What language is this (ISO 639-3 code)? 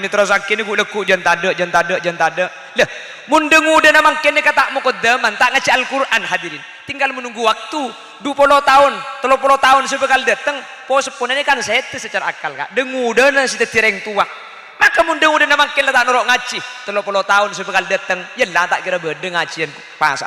mad